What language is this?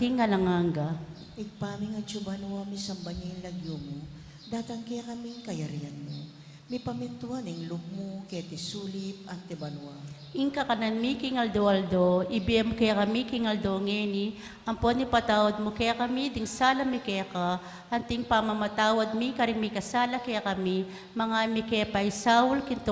Pampanga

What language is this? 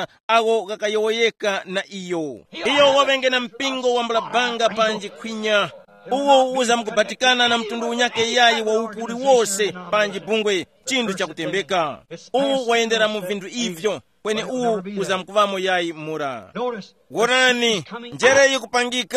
Tumbuka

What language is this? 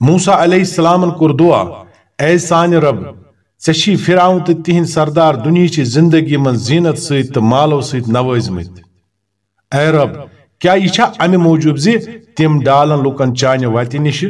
Kashmiri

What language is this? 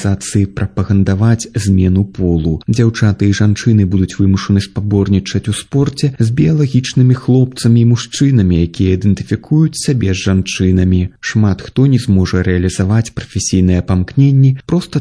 Belarusian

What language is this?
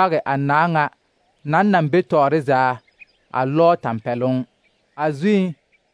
Southern Dagaare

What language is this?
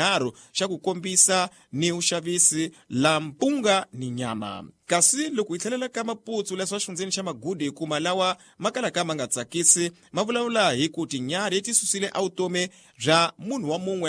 Tsonga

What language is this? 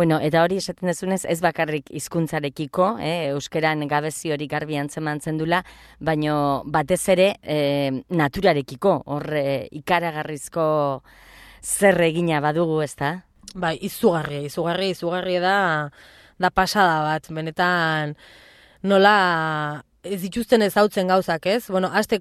Basque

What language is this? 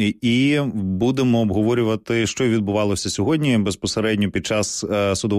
Ukrainian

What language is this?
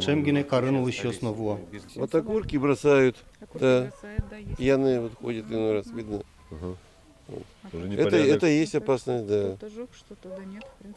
Udmurt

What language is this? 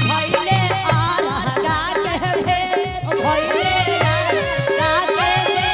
Magahi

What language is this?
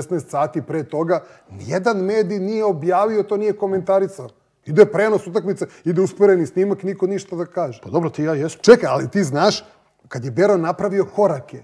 Serbian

